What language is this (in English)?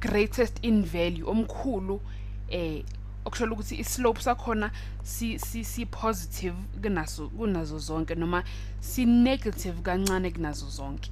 Zulu